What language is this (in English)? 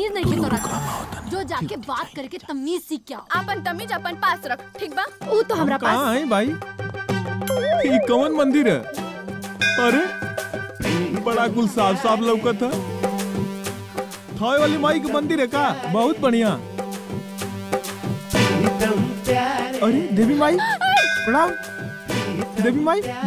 Bhojpuri